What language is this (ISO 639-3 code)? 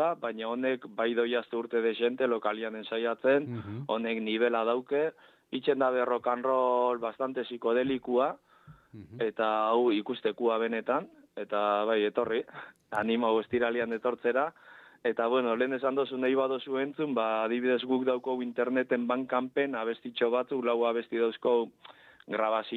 eus